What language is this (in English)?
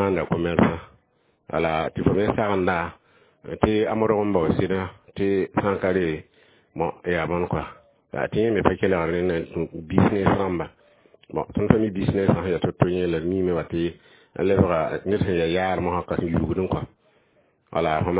Mossi